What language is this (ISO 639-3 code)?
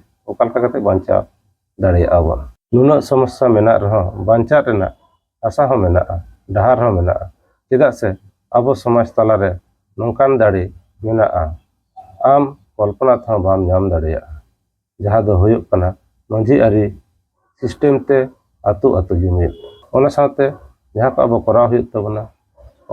sat